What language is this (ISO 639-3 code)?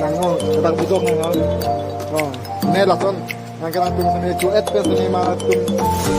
mjw